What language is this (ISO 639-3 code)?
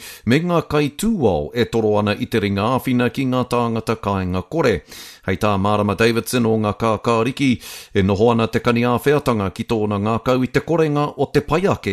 mri